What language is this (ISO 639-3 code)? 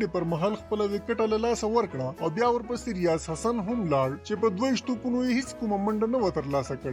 pus